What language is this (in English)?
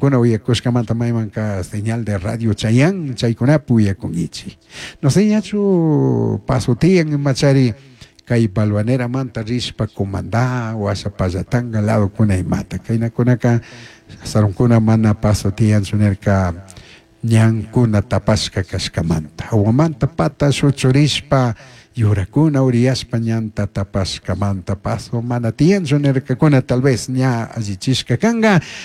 Chimborazo Highland Quichua